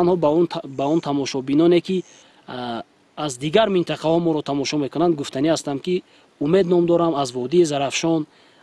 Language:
Tajik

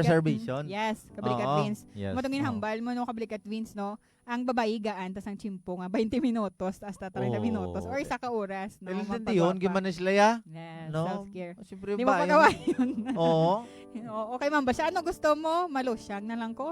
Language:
Hiligaynon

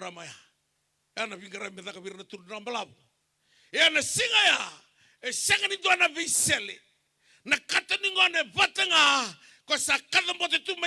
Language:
Fijian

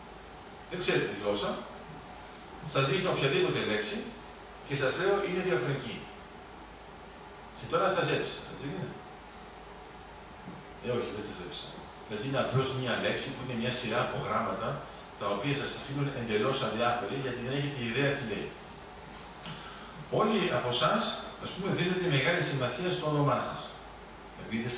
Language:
Greek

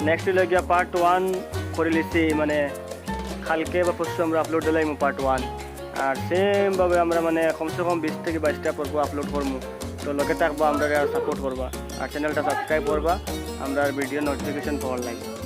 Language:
Sylheti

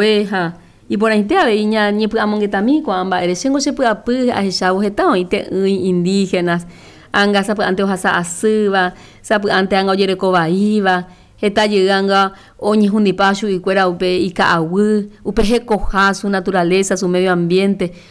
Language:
Guarani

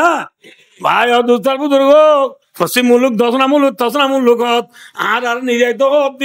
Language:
Rohingya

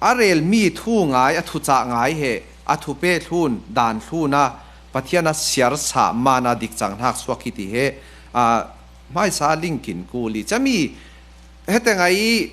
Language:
Falam Chin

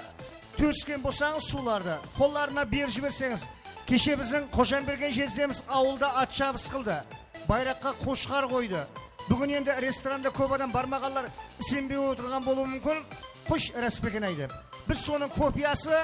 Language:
Kara-Kalpak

